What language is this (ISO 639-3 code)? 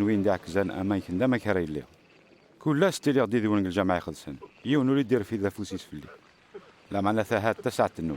kab